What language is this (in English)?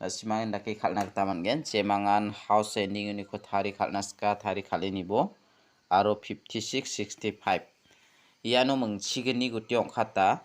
Garo